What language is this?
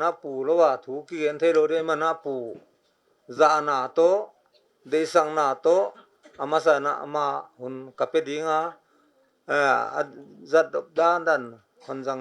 Paite Chin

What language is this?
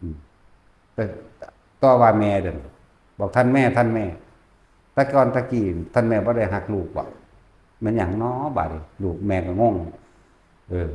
Northeastern Thai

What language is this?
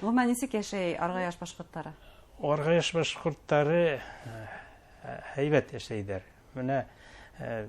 Bashkir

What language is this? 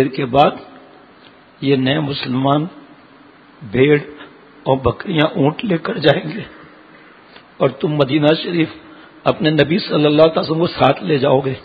Urdu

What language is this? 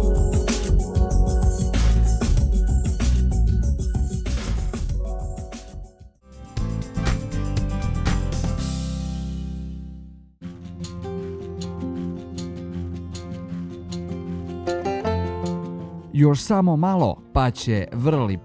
Serbian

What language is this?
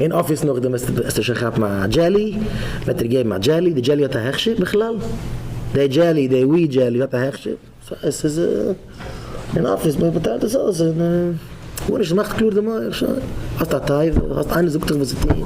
Yiddish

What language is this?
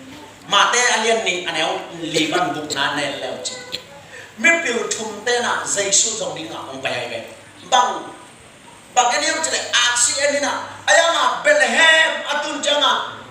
Tedim Chin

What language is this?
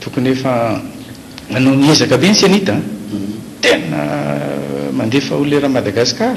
Malagasy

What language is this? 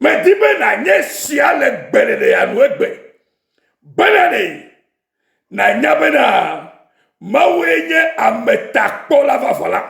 Ewe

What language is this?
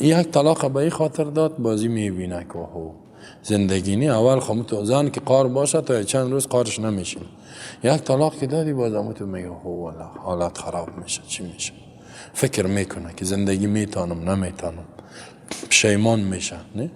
Persian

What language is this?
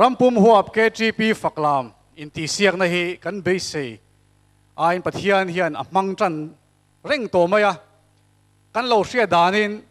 Mizo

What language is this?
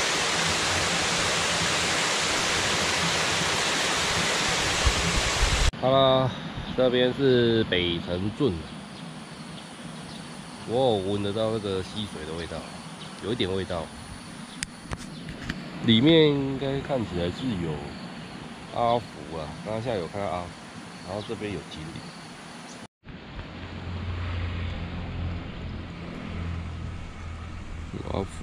Chinese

